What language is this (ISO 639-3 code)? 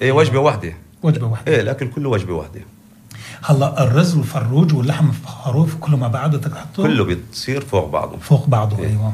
apc